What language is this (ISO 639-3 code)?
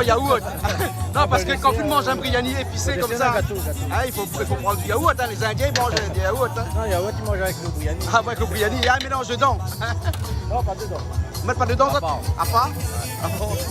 rcf